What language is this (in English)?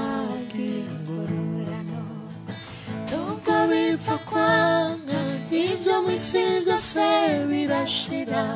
Rundi